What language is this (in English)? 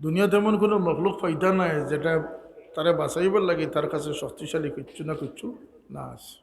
Sylheti